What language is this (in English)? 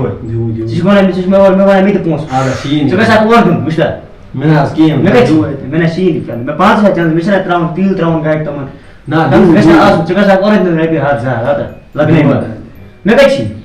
Kashmiri